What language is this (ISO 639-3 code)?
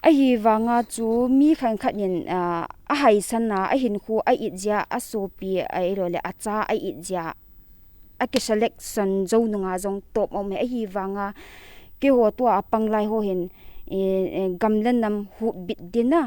pck